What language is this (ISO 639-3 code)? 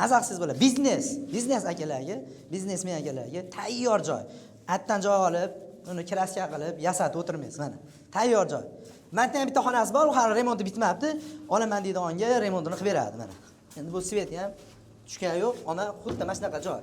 uzb